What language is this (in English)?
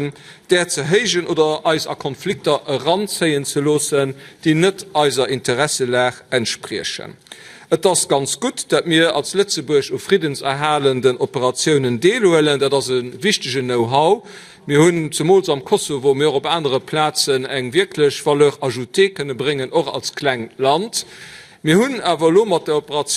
Luxembourgish